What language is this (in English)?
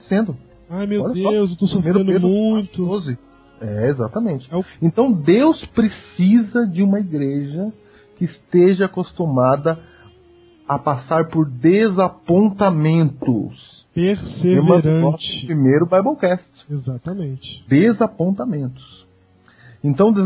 Portuguese